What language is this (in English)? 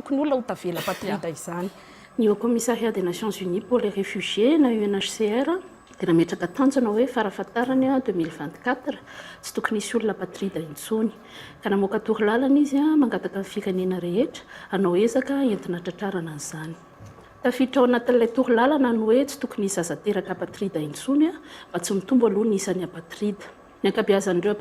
Malagasy